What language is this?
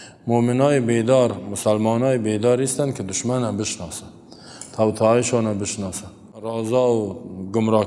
Persian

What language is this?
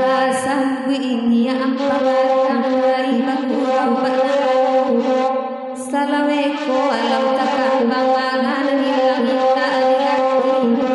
Minangkabau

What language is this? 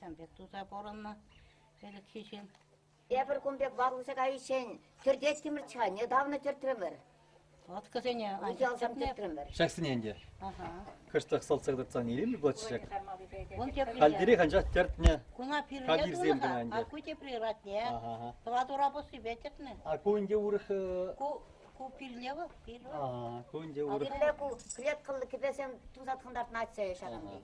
Chuvash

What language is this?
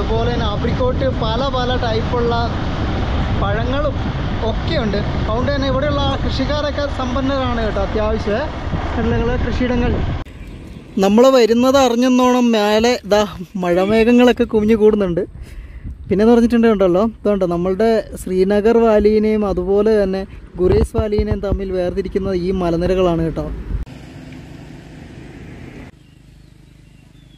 Malayalam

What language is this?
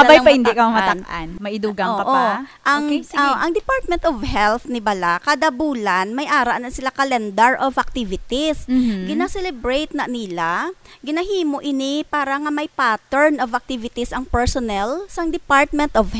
Hiligaynon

